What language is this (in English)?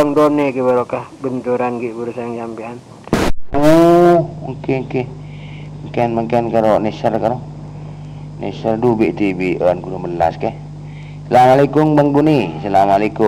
Madurese